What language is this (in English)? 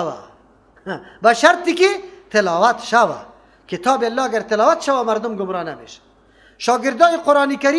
Persian